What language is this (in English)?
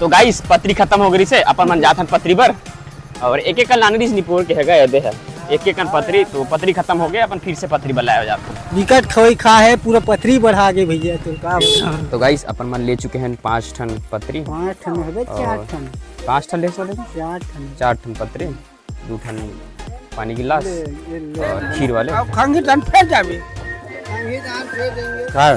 Chhattisgarhi